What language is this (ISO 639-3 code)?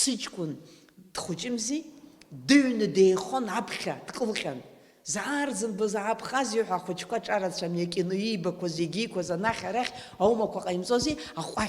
abk